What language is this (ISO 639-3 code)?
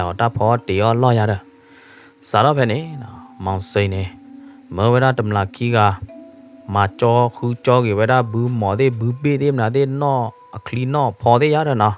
ksw